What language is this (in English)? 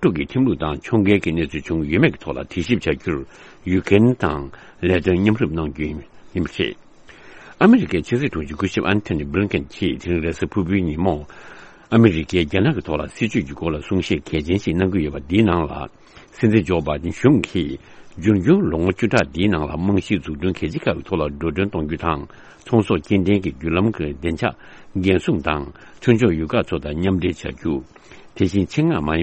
Tibetan